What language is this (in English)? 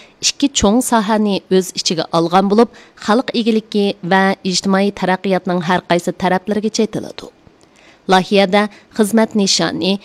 Uyghur